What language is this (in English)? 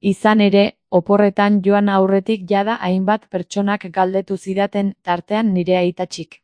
Basque